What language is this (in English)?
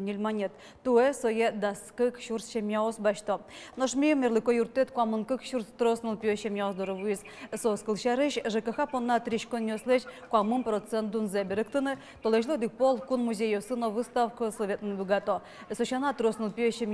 Udmurt